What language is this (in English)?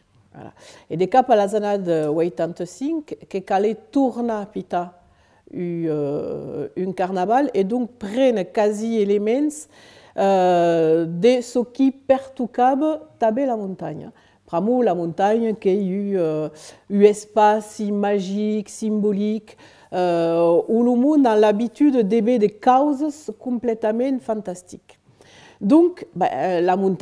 Occitan